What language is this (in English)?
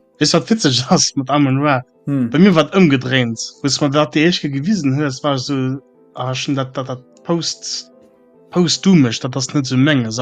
Luxembourgish